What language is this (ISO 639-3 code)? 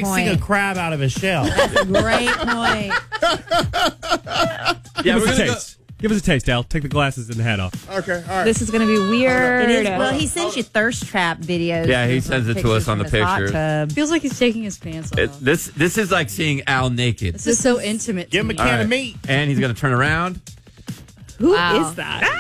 eng